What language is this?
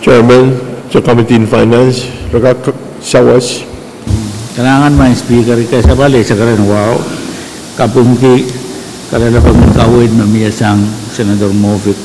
Pohnpeian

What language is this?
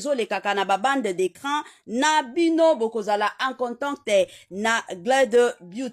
Lingala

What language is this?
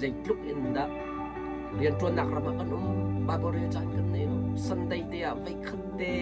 Hakha Chin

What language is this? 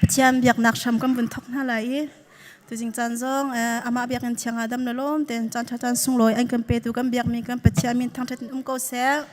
Hakha Chin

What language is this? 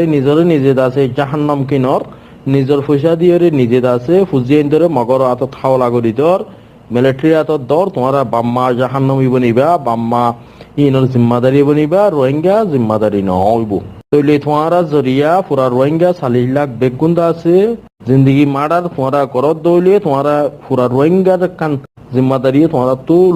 Rohingya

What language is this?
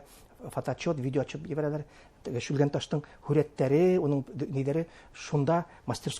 Bashkir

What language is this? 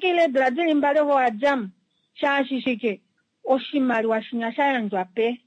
Kuanyama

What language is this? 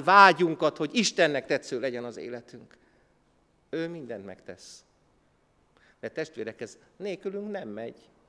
Hungarian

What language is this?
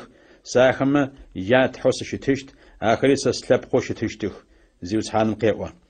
Adyghe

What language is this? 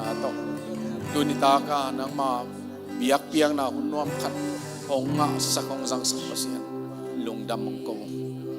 Tedim Chin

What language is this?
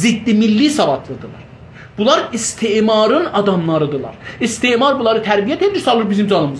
South Azerbaijani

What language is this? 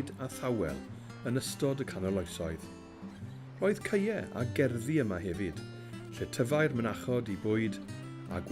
Welsh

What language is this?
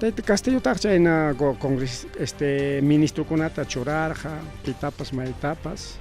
Ayacucho Quechua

